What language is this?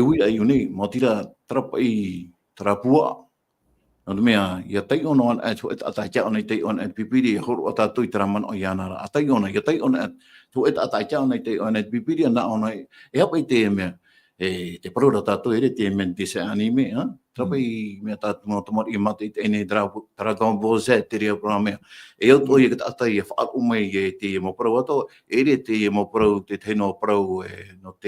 Tahitian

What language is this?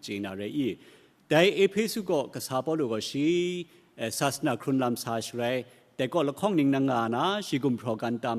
Kachin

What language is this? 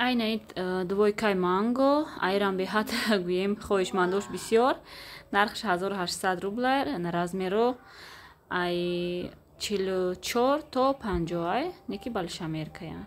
Tajik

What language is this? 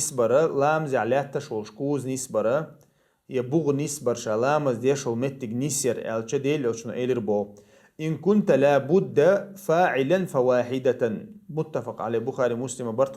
Chechen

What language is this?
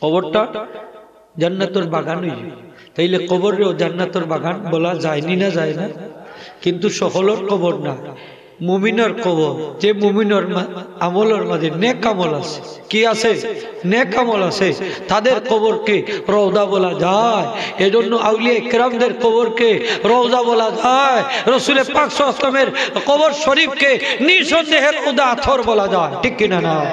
Sylheti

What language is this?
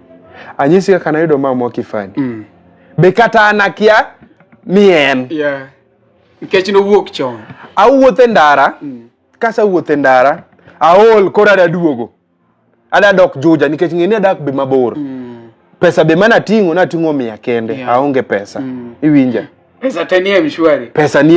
Luo (Kenya and Tanzania)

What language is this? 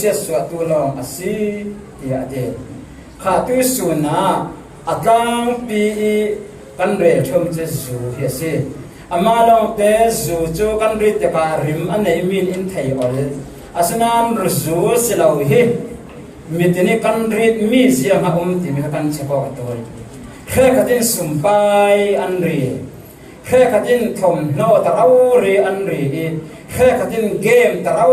Falam Chin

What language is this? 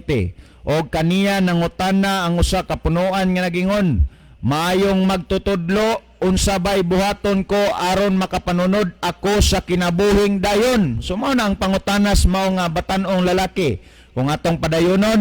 Cebuano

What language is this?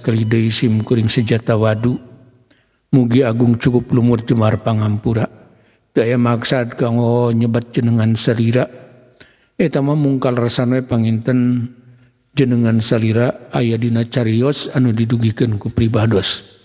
Sundanese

